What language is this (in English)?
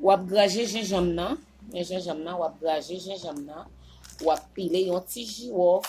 Haitian Creole